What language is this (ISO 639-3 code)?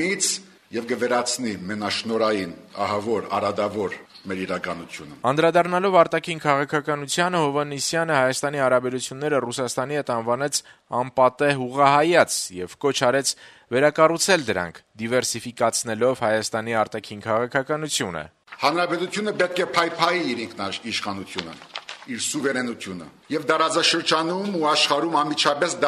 hye